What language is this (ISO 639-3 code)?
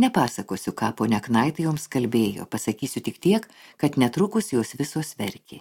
lit